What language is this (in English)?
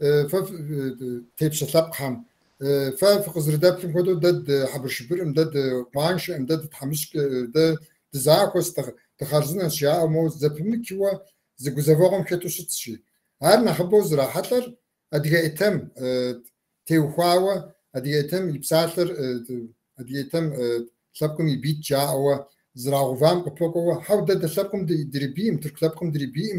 Kabardian